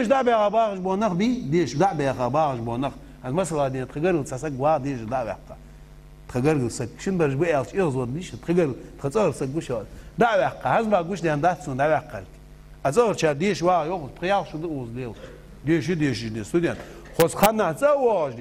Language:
Ingush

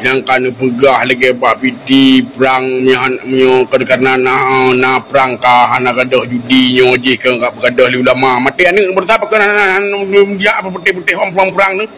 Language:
Achinese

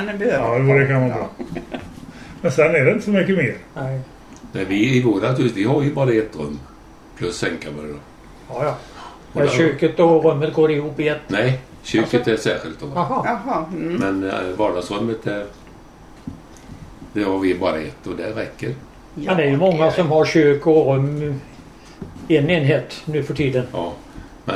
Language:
Swedish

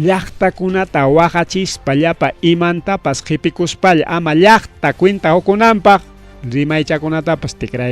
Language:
Ayacucho Quechua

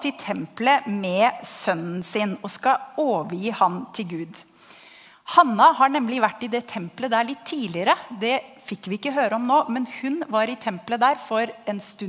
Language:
Norwegian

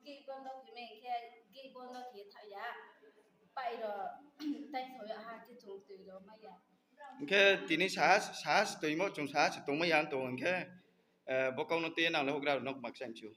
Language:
Riang (India)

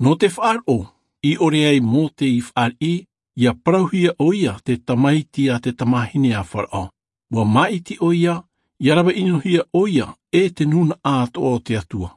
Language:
Tahitian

